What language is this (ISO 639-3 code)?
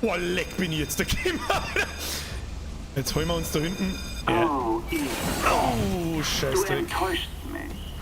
bar